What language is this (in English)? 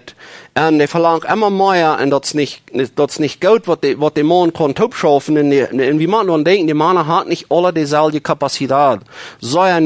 Plautdietsch